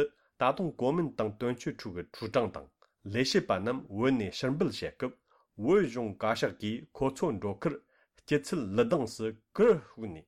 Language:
Tibetan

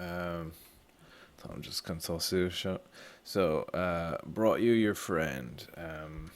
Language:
Irish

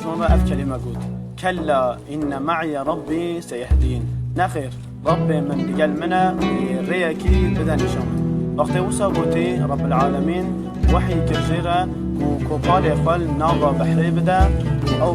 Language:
Kurdish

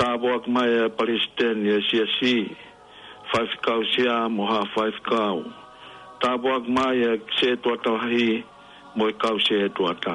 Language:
Tongan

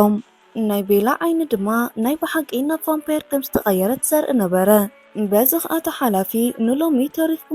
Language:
Tigrinya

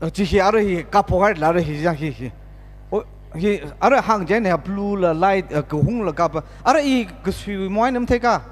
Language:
Tangkhul Naga (India)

